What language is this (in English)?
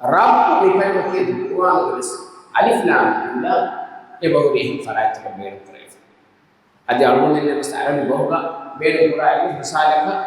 Divehi